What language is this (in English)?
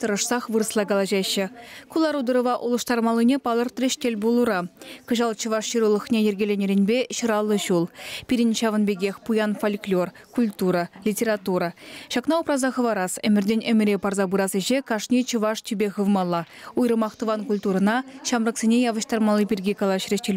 Chuvash